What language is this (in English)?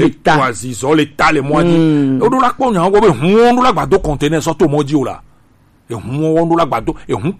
Gen